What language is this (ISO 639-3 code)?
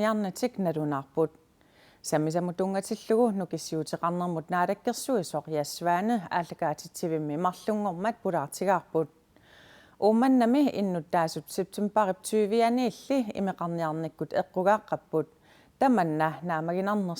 kal